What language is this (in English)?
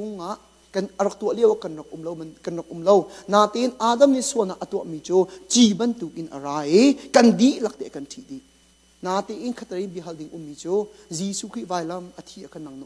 Hakha Chin